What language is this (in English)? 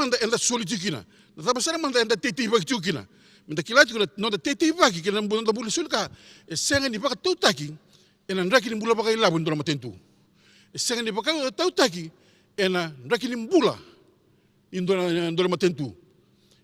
Fijian